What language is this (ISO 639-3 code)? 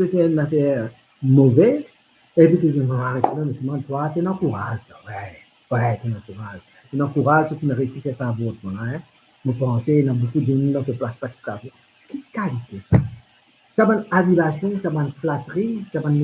mfe